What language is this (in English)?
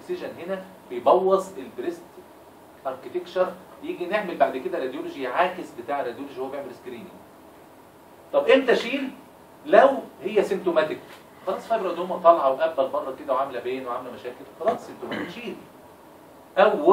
Egyptian Arabic